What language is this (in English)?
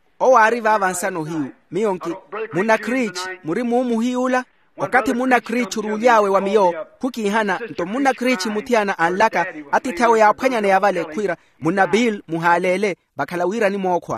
Makhuwa